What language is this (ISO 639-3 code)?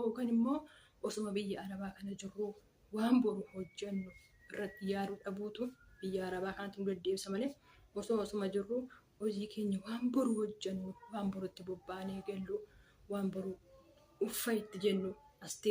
orm